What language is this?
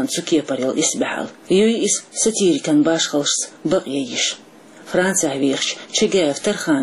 Chechen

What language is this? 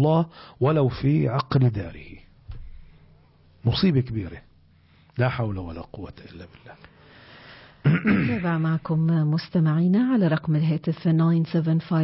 Arabic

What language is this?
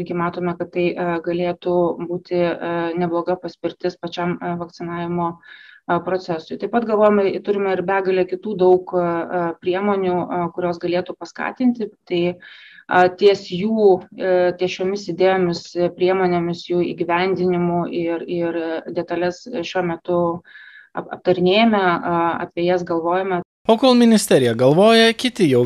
Lithuanian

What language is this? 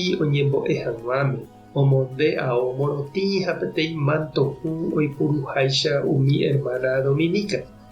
Guarani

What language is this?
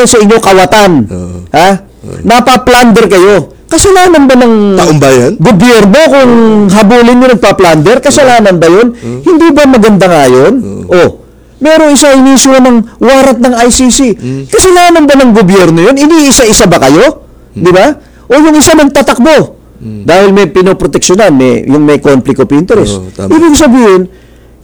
Filipino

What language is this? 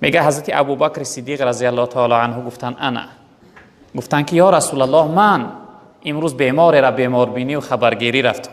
Tajik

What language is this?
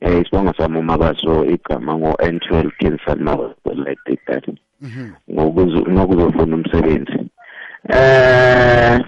South Ndebele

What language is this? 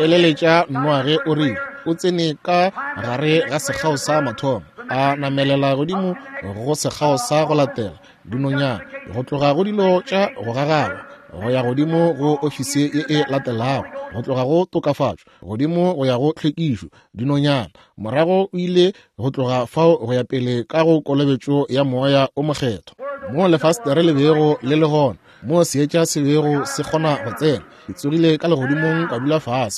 Northern Sotho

